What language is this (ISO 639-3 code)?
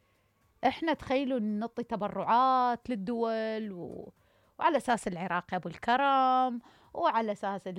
acm